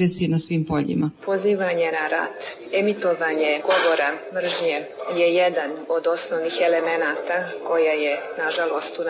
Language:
Serbian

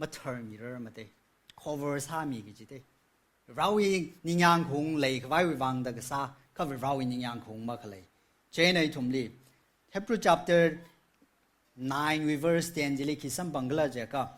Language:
Tangkhul Naga (India)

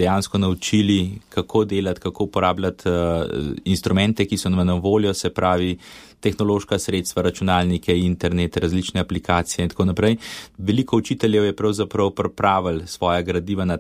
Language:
Slovenian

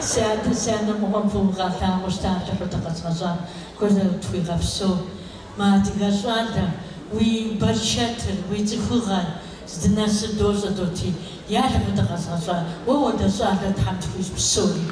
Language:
Kabardian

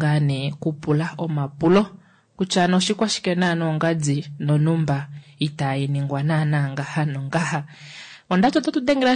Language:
Kuanyama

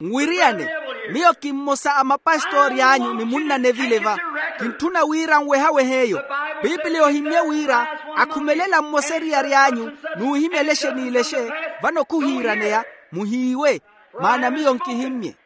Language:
Makhuwa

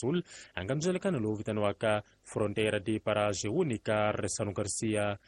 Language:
Tsonga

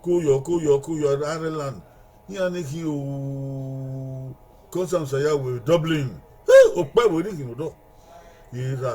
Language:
Bini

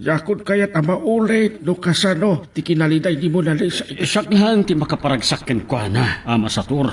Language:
Iloko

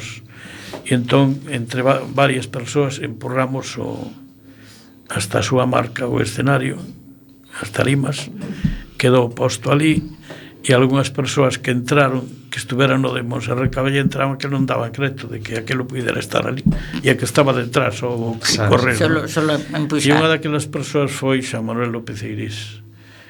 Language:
Galician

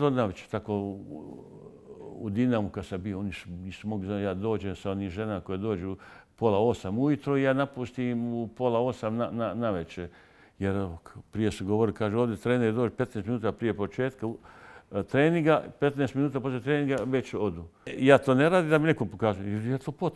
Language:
Bosnian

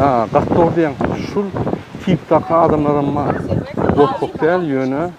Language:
Turkmen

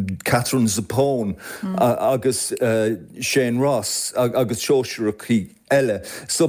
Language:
Irish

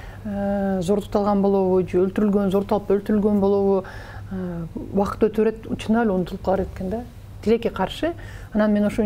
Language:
Kyrgyz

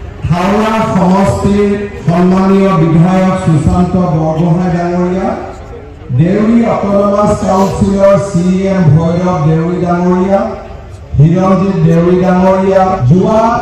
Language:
Assamese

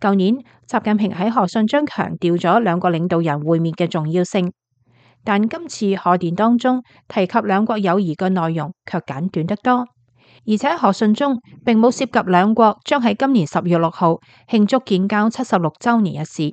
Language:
Cantonese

